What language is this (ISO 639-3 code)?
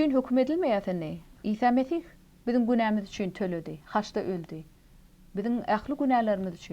tuk